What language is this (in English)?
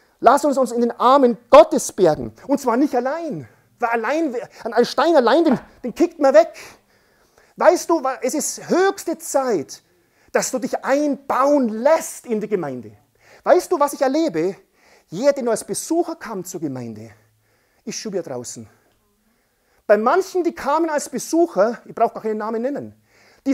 German